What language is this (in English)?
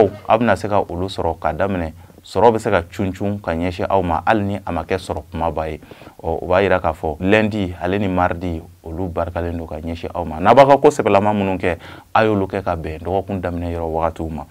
Bambara